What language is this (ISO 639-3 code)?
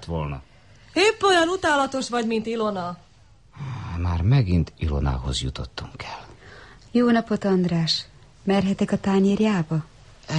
hun